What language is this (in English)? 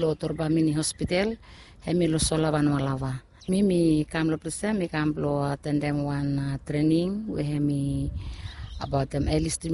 Bislama